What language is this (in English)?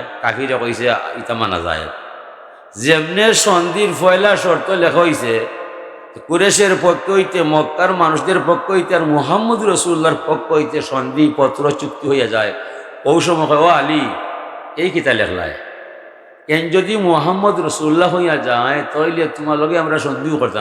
Sylheti